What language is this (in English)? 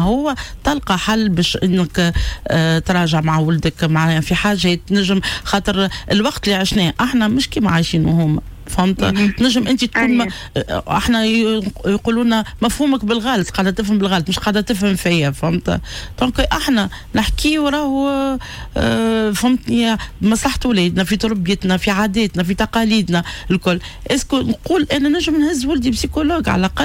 Tunisian Arabic